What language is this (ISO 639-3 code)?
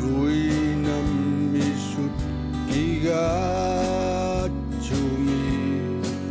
kal